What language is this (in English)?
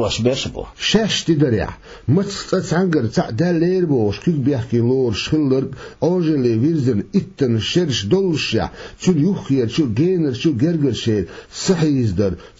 Chechen